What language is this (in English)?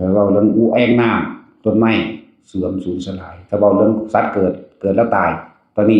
Northeastern Thai